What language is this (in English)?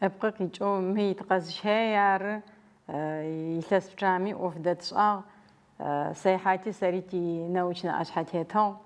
Adyghe